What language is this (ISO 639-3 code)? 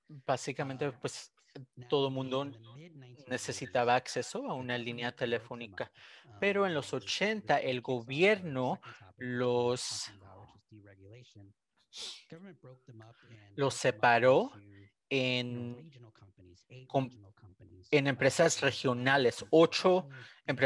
spa